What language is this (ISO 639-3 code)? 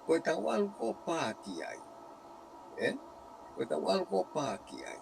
ton